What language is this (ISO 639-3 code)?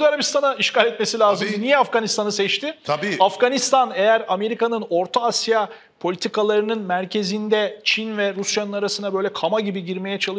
tur